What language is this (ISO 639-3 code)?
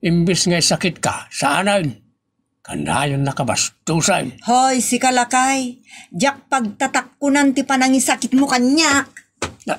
ilo